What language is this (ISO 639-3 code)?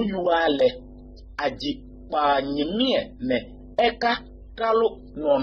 kbp